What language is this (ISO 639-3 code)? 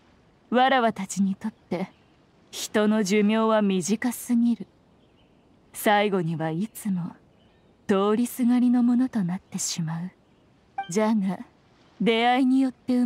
jpn